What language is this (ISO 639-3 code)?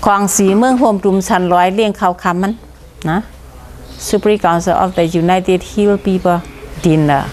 shn